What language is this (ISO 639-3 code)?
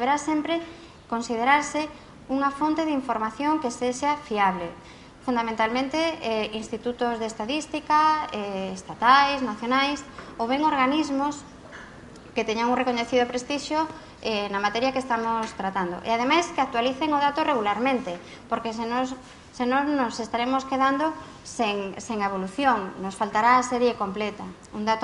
glg